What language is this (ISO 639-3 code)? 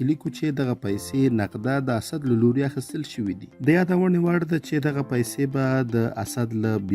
pus